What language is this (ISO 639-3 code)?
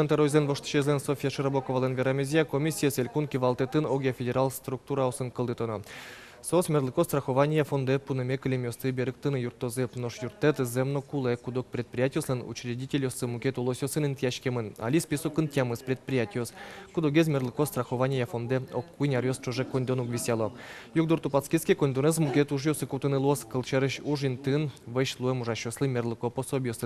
udm